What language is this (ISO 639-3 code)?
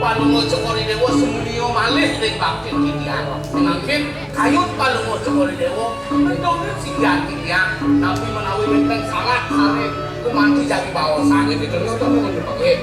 ban